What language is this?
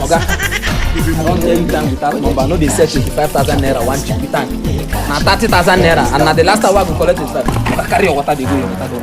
Nigerian Pidgin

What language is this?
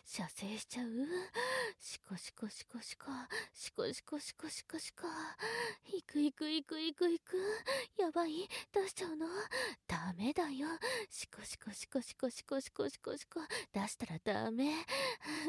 Japanese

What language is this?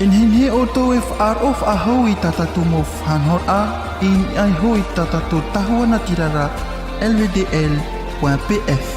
Tahitian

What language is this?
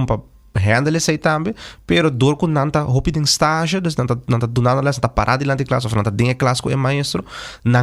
Papiamento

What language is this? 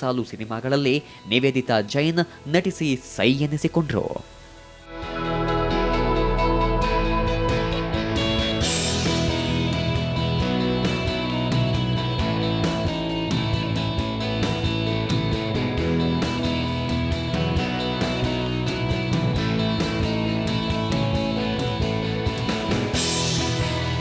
Kannada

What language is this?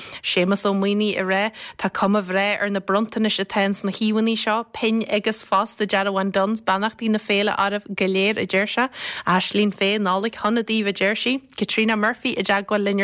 Irish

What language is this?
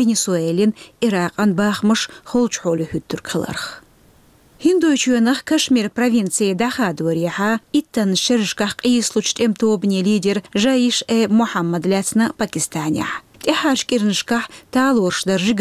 Chechen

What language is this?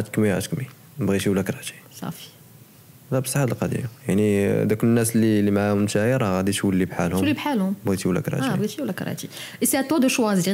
Moroccan Arabic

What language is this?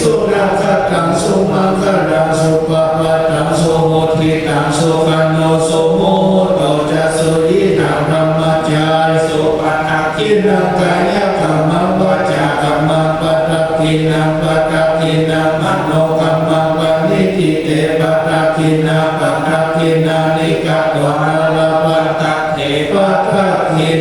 Pali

